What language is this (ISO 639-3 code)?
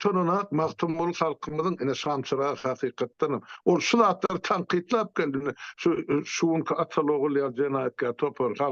tuk